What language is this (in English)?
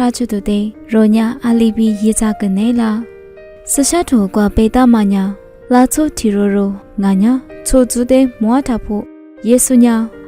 Lisu